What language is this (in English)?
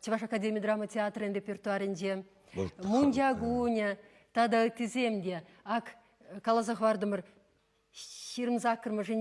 Chuvash